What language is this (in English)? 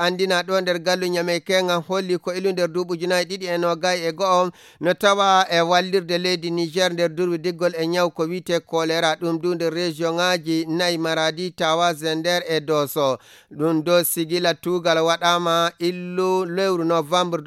Nigerian Fulfulde